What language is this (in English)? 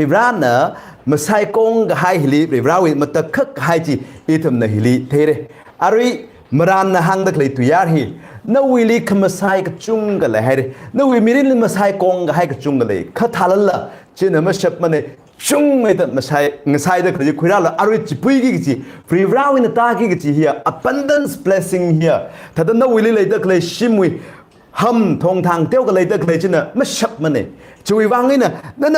Tangkhul Naga (India)